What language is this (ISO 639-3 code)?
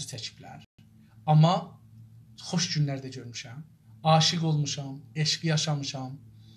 azb